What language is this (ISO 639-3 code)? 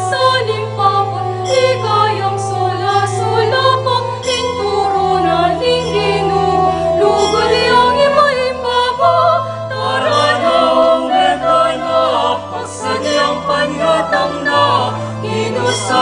pam